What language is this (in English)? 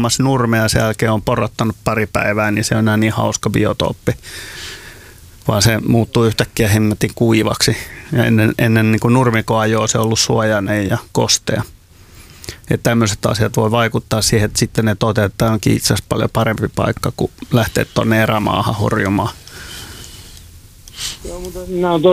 Finnish